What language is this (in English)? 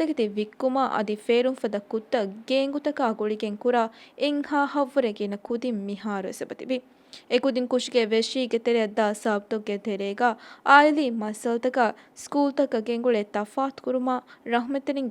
Divehi